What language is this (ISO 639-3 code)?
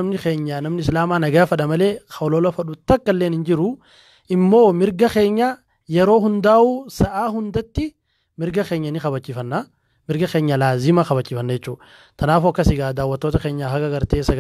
orm